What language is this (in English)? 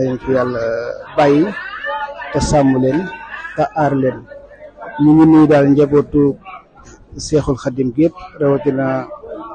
Wolof